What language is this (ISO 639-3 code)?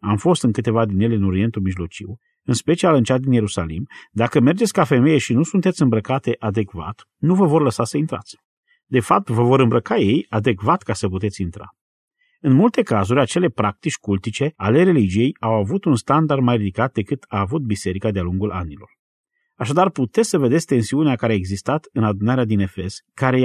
ron